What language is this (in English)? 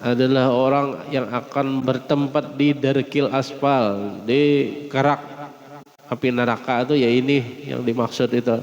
Banjar